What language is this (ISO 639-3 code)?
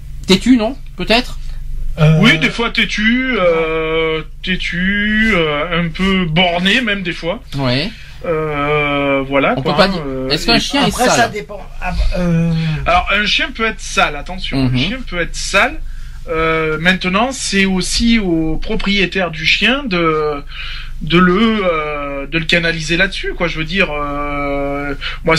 fra